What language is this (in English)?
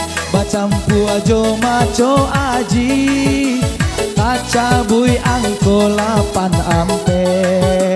Minangkabau